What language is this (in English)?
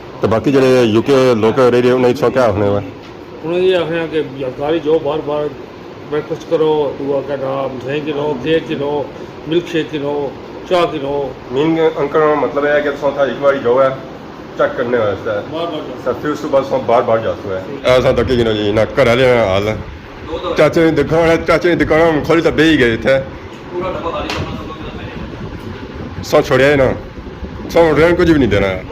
Pahari-Potwari